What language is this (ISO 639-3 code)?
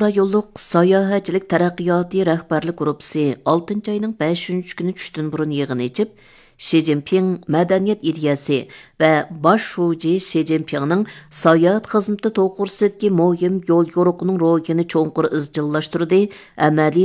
uig